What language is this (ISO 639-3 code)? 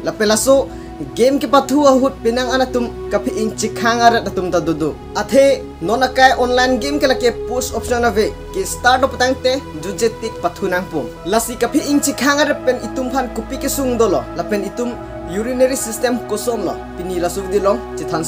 mjw